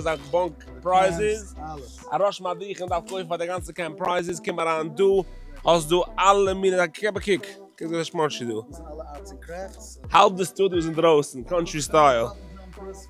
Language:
Yiddish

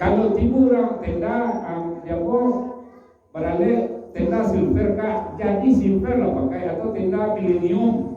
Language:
Minangkabau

